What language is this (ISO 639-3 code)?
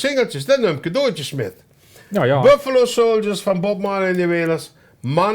lim